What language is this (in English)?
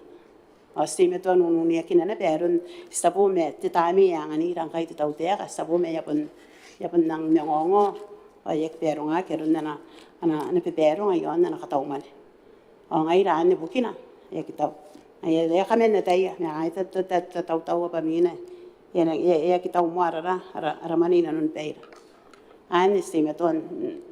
Gilbertese